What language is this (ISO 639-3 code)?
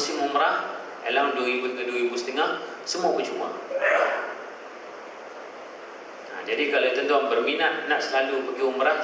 msa